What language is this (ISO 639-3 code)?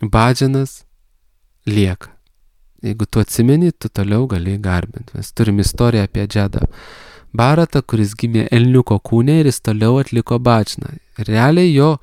lit